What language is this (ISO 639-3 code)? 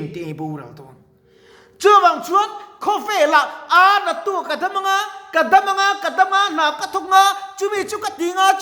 lus